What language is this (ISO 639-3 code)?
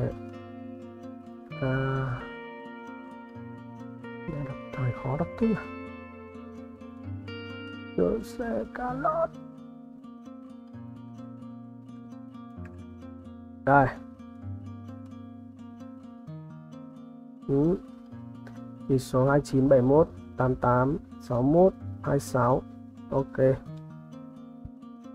vie